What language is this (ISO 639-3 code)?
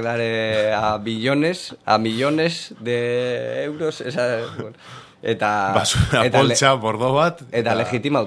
eus